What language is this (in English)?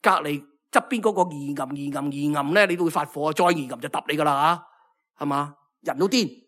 Cantonese